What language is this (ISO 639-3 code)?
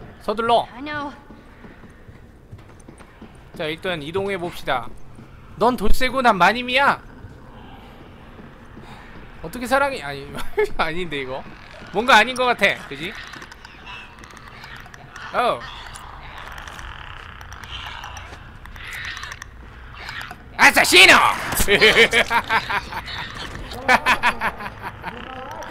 kor